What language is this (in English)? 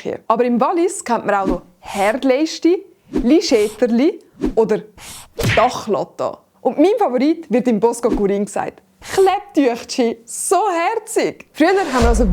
Swiss German